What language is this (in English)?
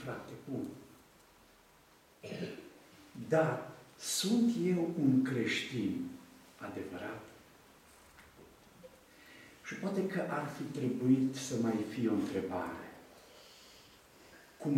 Romanian